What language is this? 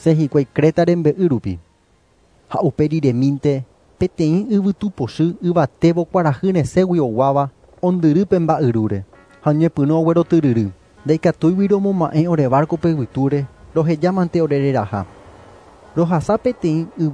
Guarani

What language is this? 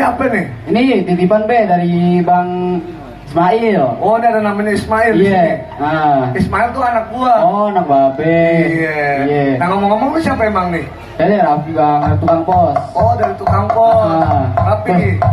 Betawi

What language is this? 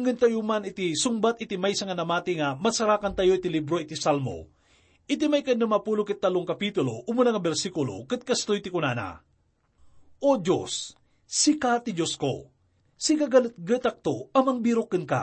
Iloko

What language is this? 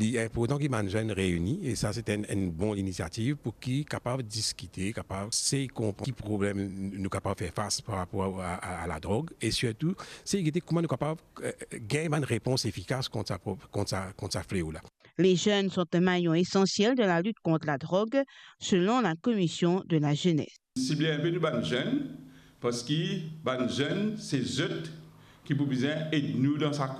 Morisyen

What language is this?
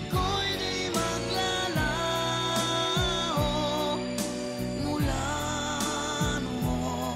Filipino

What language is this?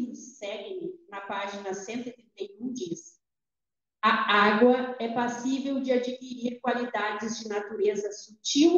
Portuguese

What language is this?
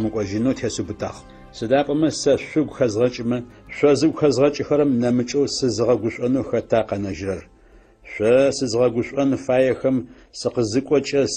Adyghe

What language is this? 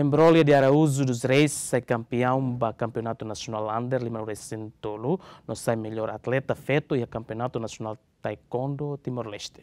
Tetum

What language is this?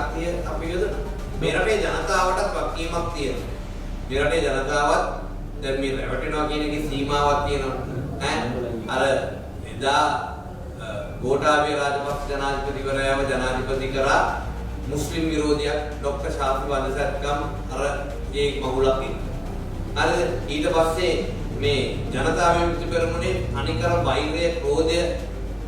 Sinhala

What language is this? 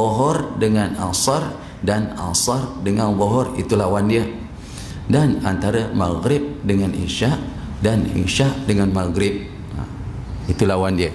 Malay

